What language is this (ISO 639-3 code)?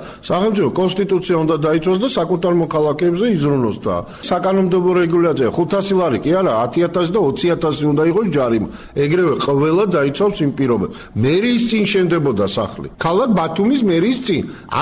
kat